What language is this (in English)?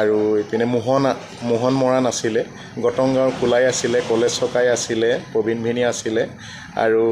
Assamese